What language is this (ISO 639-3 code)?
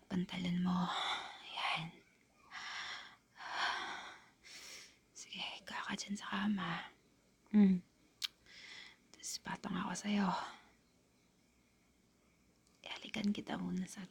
fil